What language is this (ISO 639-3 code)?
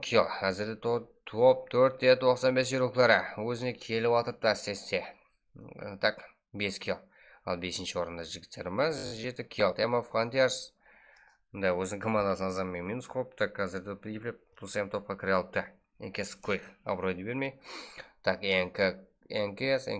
kaa